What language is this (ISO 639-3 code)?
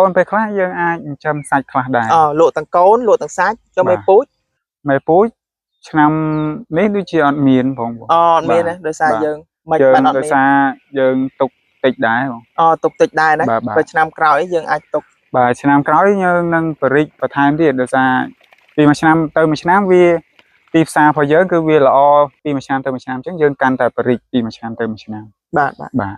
khm